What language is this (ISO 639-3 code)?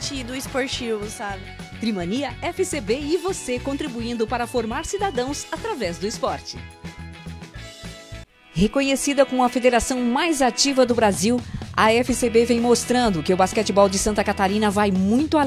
por